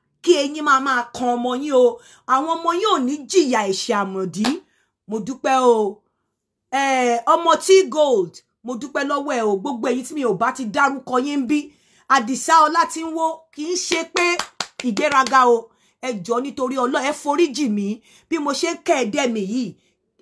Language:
Yoruba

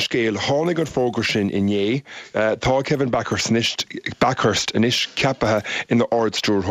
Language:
Irish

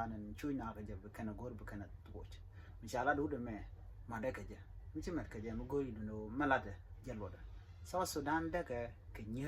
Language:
Nuer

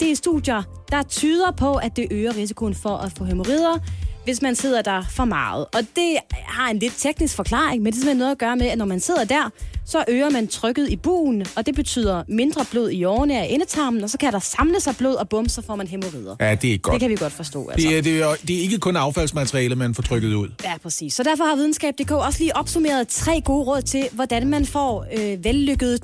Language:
Danish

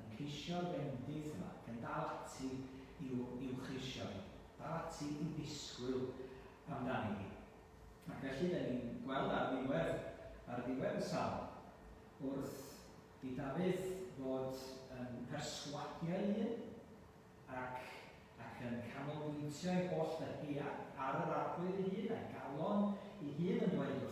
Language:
Welsh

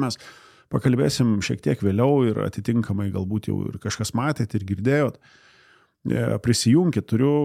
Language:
Lithuanian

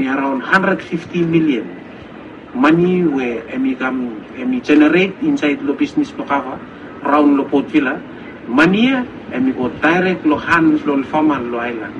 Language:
Bislama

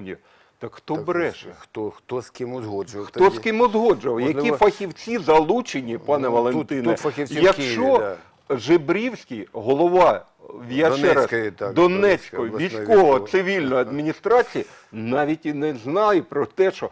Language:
Ukrainian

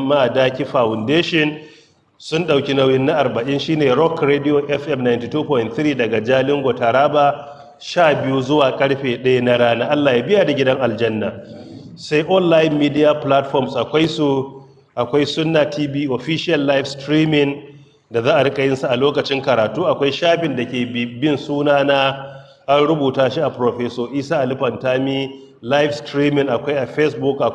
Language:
Hausa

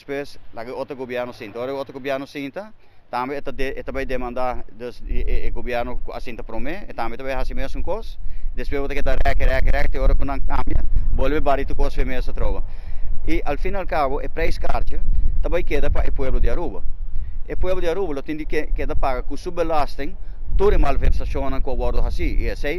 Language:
Papiamento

